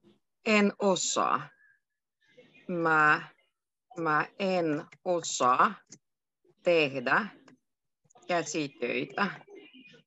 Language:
Finnish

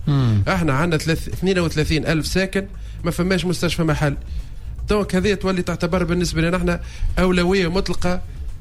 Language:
Tunisian Arabic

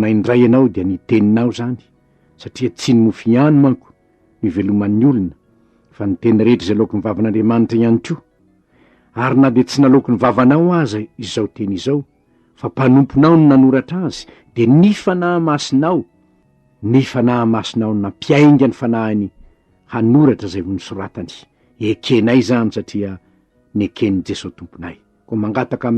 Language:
Malagasy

